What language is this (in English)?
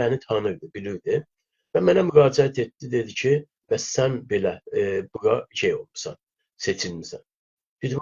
South Azerbaijani